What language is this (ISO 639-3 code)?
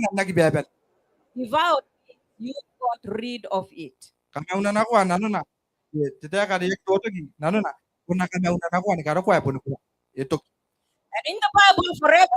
gil